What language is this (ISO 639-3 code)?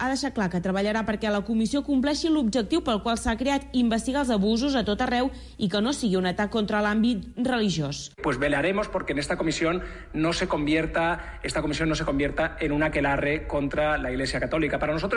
cat